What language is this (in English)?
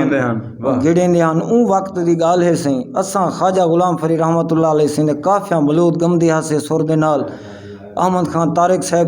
Saraiki